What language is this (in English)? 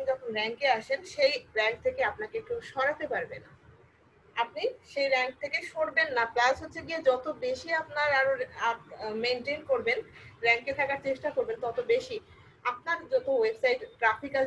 Bangla